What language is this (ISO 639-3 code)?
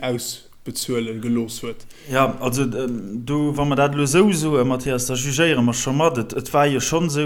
ltz